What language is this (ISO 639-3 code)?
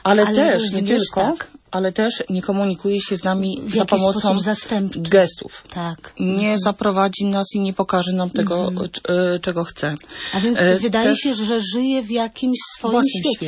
pol